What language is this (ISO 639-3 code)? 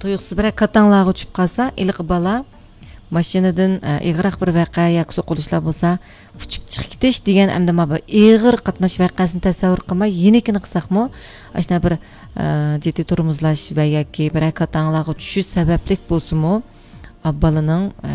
uig